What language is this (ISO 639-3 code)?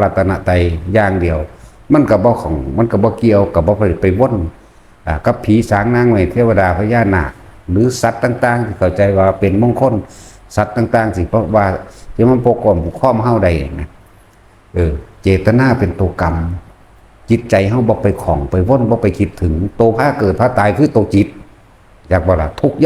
tts